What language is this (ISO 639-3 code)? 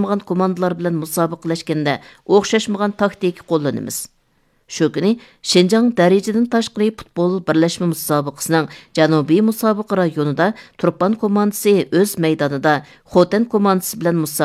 uig